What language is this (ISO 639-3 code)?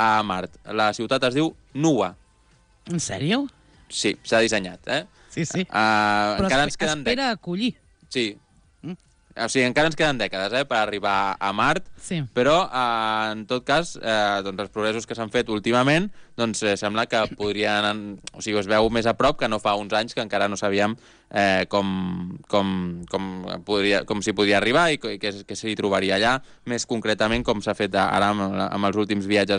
cat